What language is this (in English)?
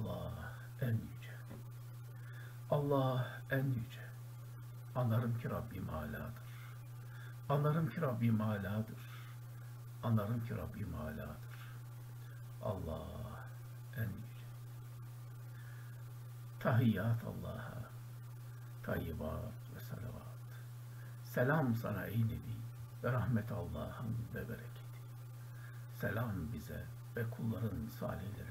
Turkish